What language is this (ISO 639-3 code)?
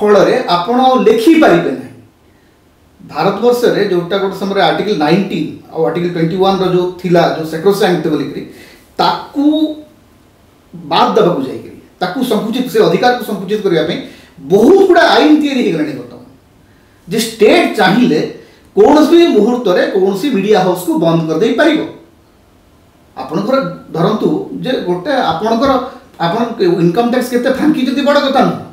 ori